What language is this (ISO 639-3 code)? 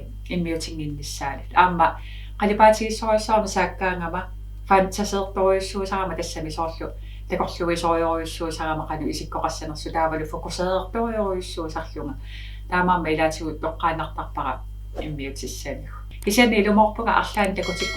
kal